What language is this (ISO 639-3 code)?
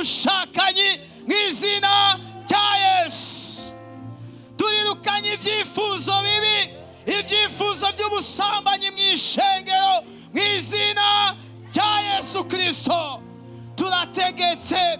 run